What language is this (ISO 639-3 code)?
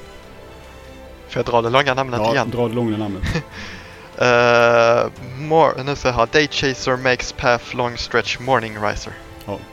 swe